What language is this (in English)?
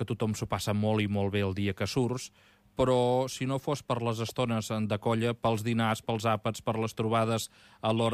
Catalan